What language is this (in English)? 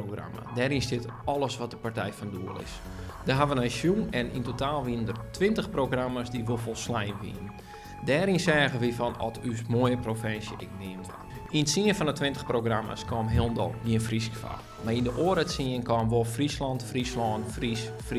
Western Frisian